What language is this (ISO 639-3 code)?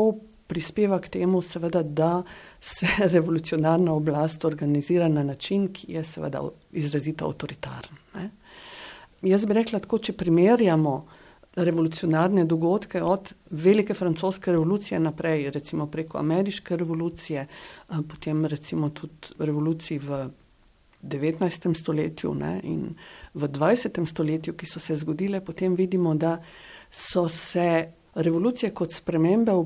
slv